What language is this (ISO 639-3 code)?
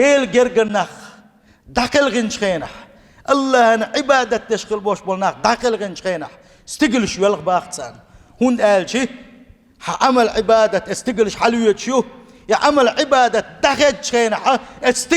che